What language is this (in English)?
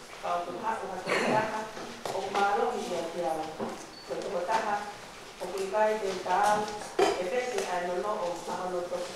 Tongan